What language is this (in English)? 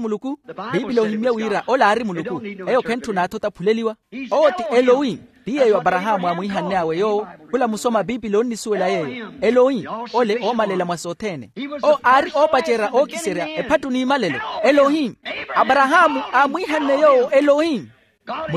Makhuwa